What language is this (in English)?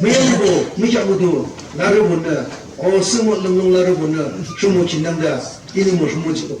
Yimchungru Naga